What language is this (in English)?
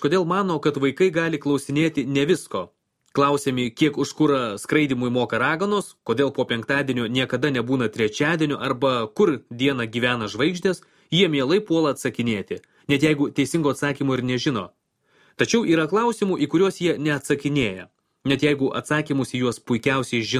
Lithuanian